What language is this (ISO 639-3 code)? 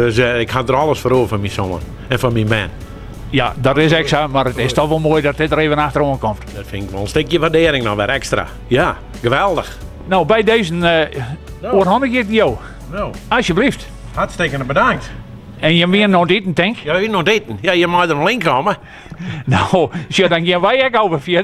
fry